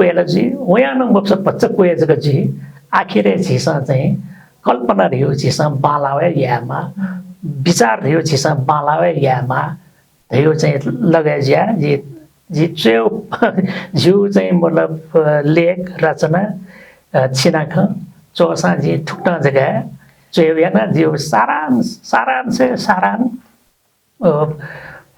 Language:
Newari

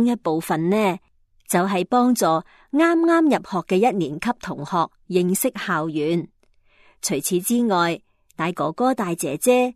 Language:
Cantonese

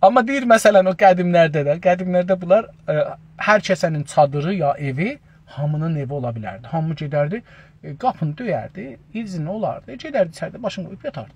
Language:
South Azerbaijani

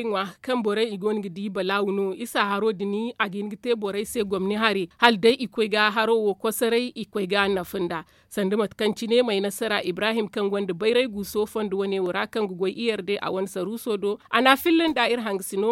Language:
Zarma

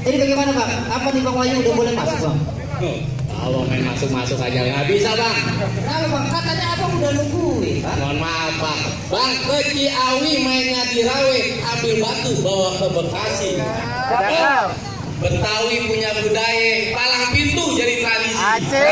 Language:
Betawi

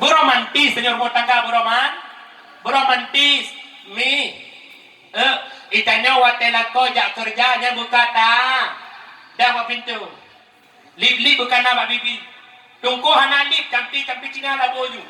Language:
Achinese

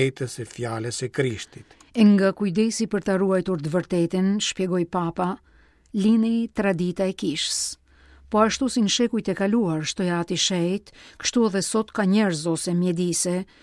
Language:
Albanian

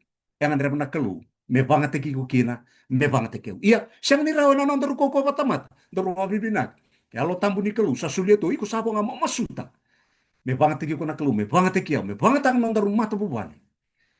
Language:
Fijian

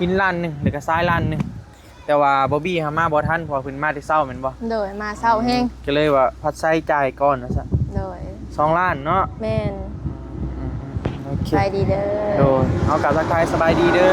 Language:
Northeastern Thai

